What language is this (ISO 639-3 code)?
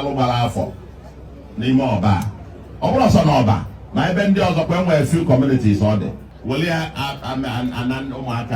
ibo